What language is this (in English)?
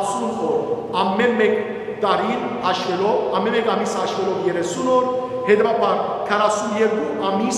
Western Armenian